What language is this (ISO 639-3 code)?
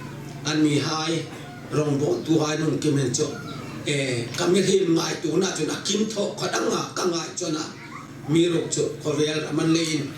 hmr